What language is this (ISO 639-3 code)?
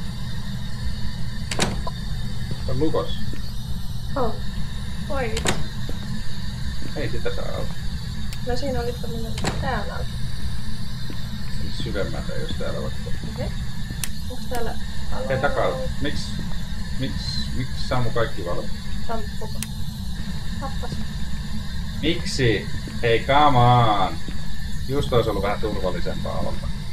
fin